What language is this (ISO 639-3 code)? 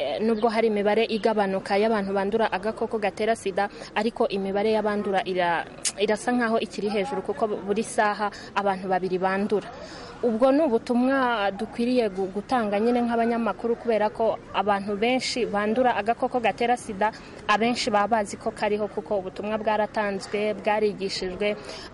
kin